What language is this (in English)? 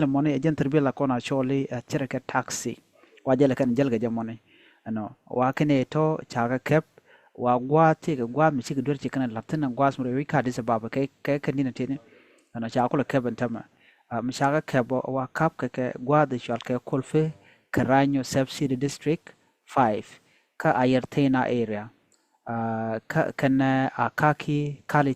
Nuer